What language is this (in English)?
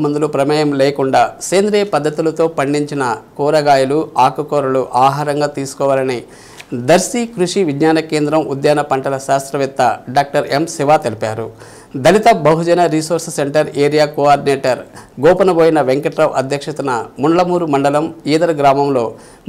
Telugu